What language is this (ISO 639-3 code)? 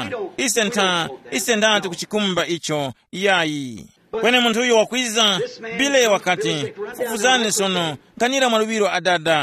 tum